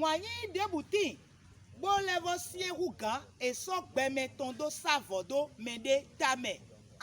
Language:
Fon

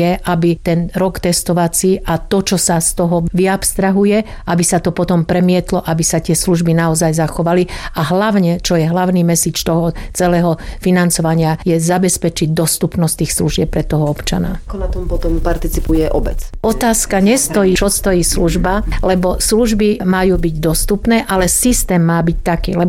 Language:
Slovak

